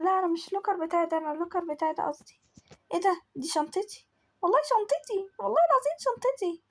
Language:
Egyptian Arabic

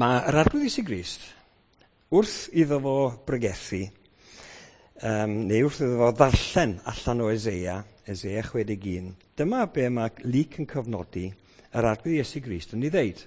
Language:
Welsh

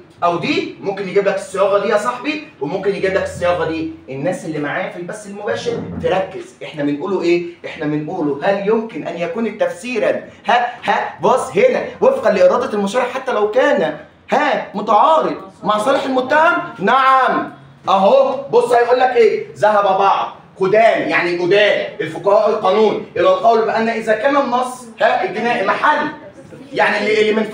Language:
Egyptian Arabic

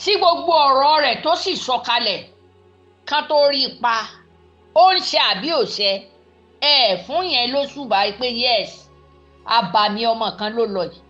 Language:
Yoruba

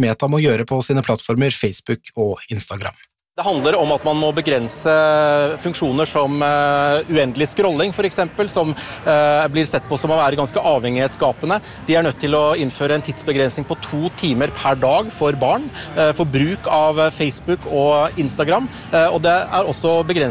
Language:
Norwegian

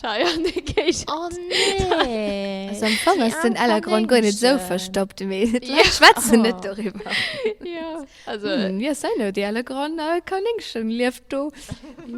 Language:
Luxembourgish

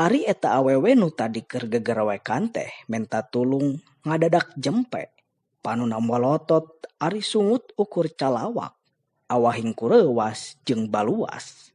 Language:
Sundanese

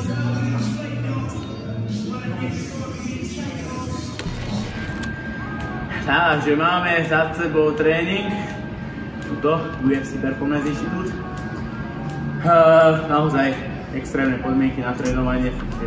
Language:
Slovak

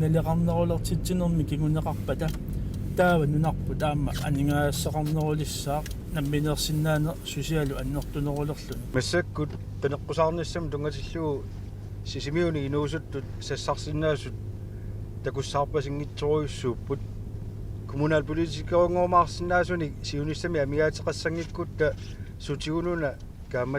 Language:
Kalaallisut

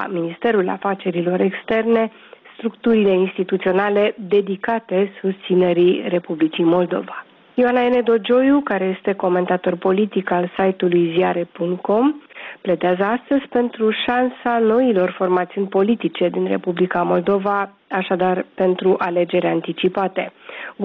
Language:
Romanian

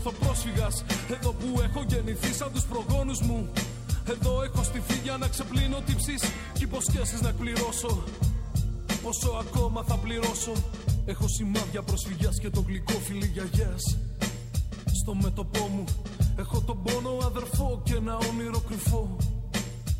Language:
Greek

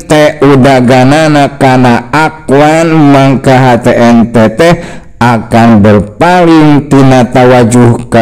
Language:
Sundanese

